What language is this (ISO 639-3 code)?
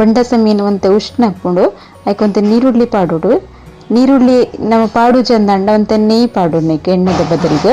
tcy